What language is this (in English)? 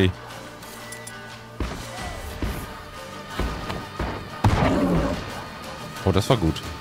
German